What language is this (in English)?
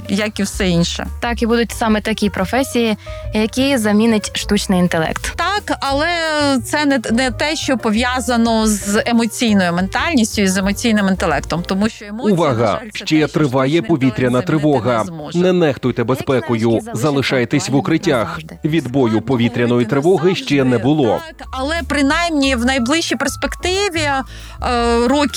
Ukrainian